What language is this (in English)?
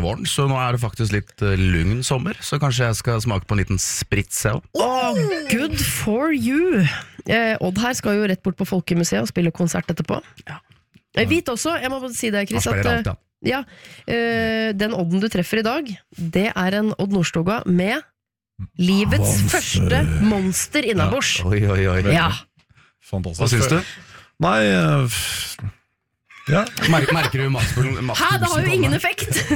Norwegian